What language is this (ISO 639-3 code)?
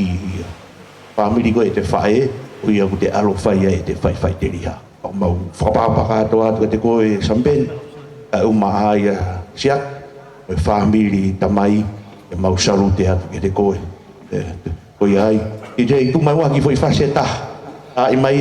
ton